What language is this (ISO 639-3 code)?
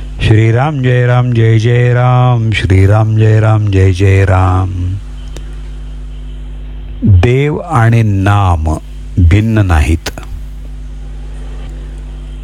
mar